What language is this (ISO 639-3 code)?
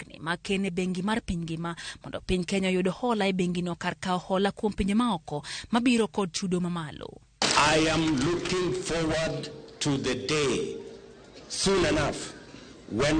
luo